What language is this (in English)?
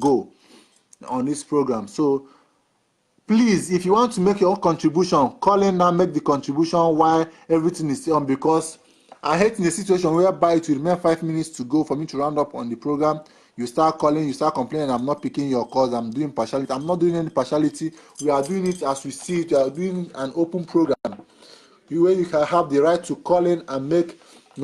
Nigerian Pidgin